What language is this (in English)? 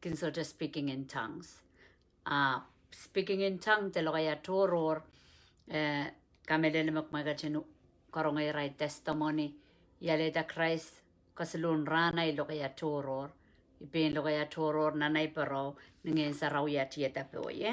Pohnpeian